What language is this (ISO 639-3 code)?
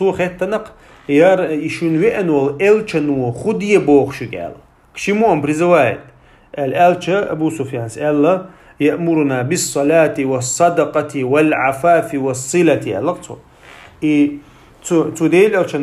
che